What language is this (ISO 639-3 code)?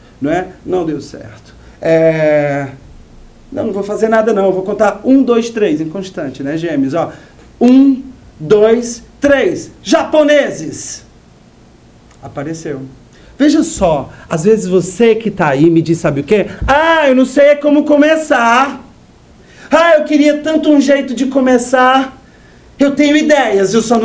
por